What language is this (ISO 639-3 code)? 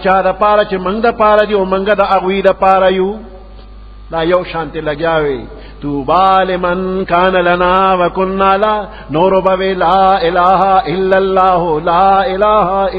pus